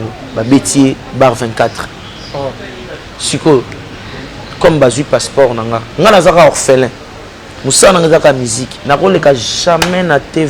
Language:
Lingala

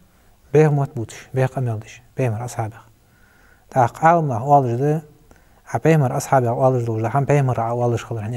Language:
Ingush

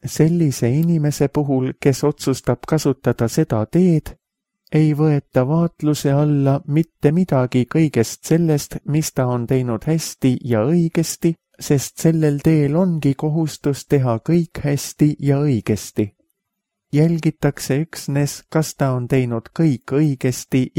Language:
Estonian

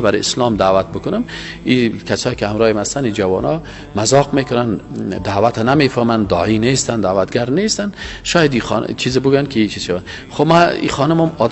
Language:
Persian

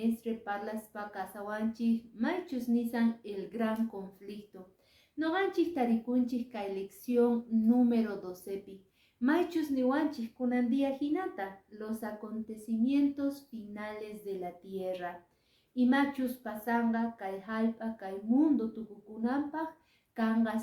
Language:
Quechua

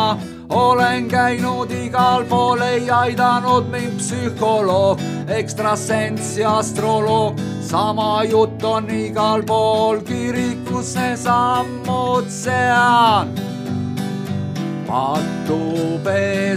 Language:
Estonian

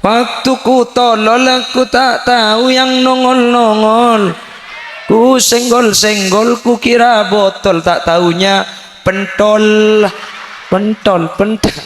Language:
Madurese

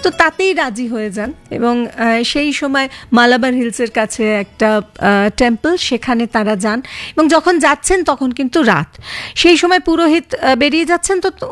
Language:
Bangla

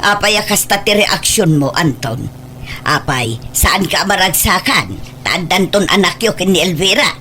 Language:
Iloko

